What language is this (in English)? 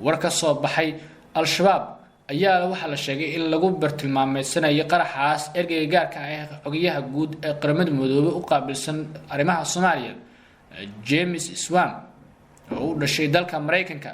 Somali